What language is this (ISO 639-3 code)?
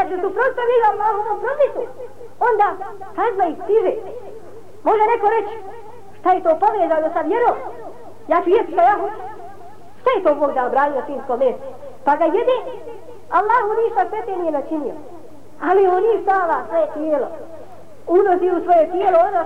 bos